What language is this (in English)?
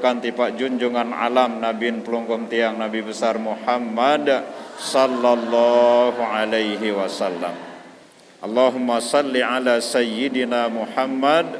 Sasak